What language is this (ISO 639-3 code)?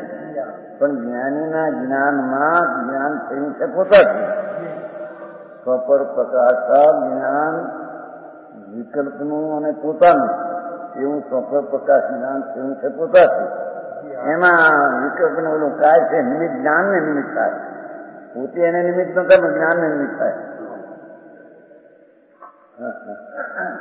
guj